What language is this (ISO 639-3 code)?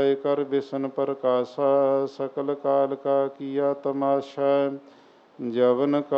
pan